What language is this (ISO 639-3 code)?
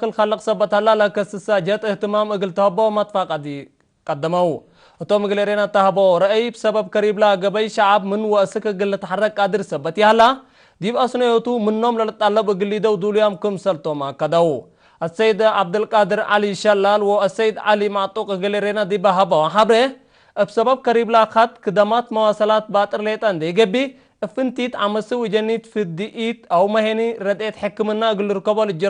tig